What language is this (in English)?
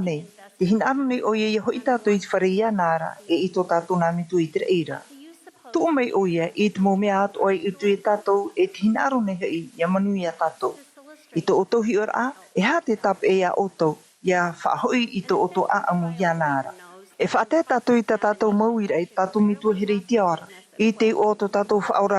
Tahitian